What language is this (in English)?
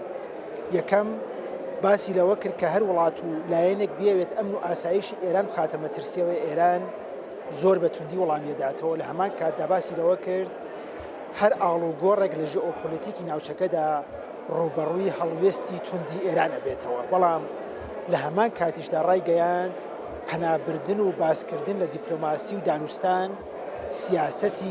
Central Kurdish